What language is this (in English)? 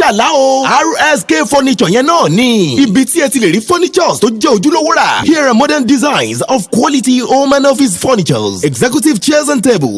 Yoruba